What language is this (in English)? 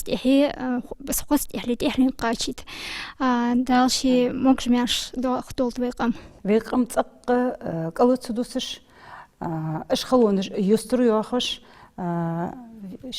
Ingush